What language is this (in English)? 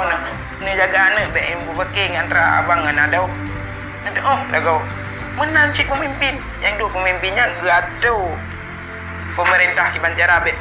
Achinese